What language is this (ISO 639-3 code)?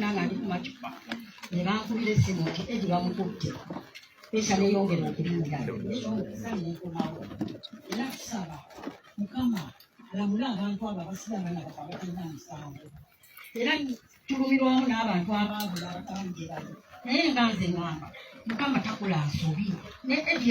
lug